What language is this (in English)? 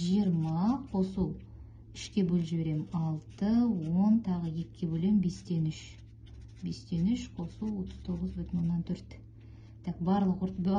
Kazakh